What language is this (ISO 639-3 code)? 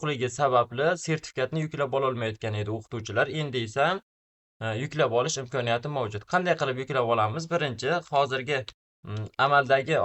uzb